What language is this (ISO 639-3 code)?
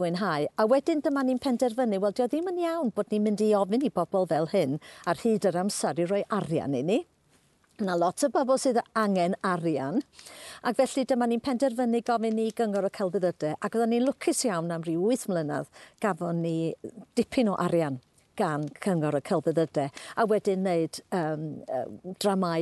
cym